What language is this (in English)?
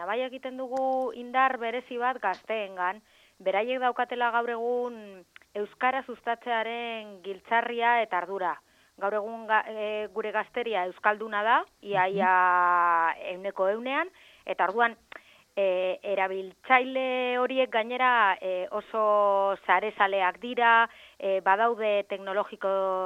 Basque